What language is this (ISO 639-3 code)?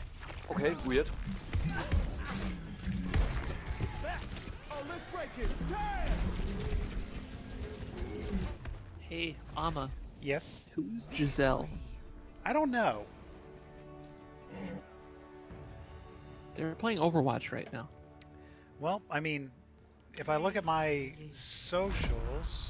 eng